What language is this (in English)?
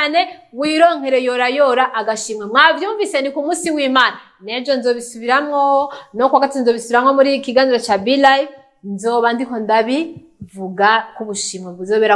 Rundi